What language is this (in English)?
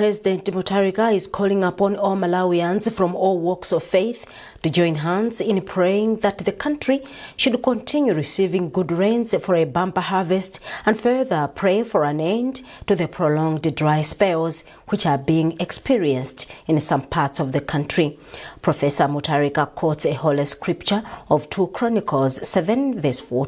English